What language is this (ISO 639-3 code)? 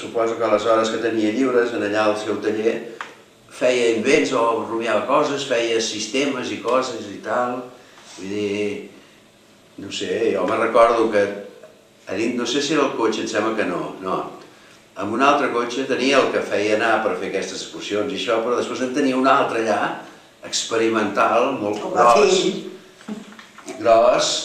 cat